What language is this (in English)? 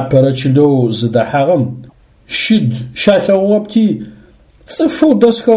Adyghe